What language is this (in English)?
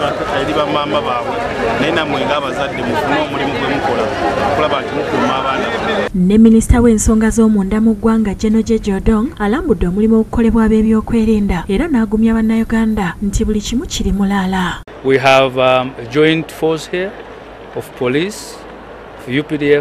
Ganda